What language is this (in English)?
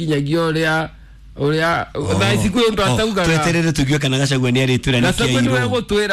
Kikuyu